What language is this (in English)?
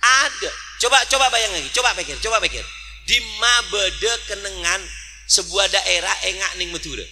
Madurese